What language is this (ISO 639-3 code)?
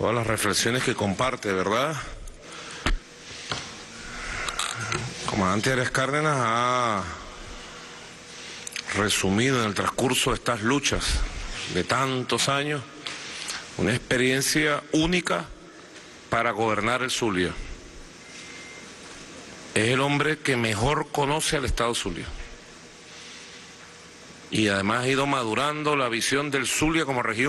spa